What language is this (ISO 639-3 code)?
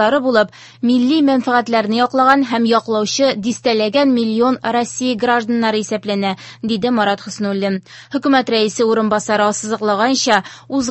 tat